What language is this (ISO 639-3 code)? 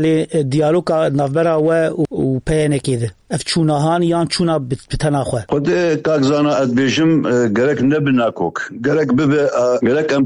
kur